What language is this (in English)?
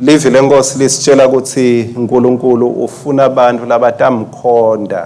Swati